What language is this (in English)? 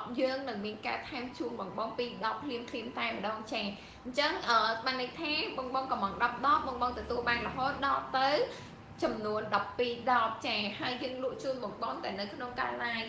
Khmer